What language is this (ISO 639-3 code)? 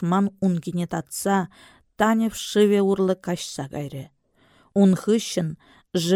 chv